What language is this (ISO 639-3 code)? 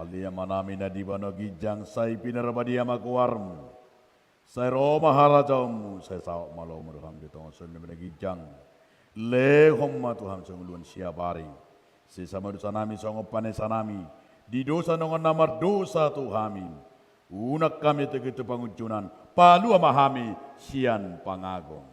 bbc